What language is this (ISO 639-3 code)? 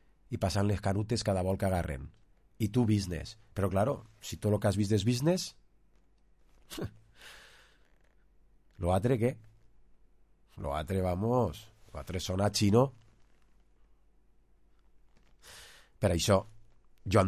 cat